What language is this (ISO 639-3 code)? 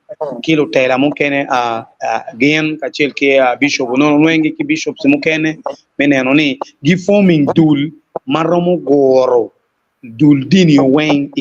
ach